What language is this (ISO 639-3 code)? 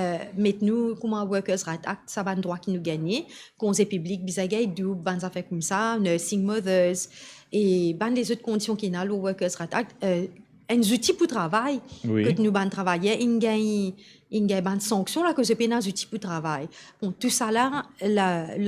mfe